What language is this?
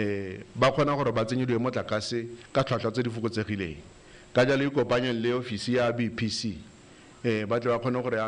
Tswana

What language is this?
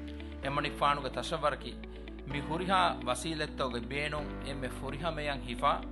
Divehi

